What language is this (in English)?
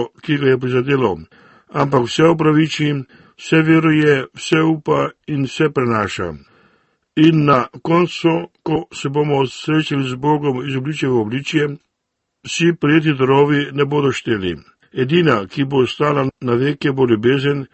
Slovenian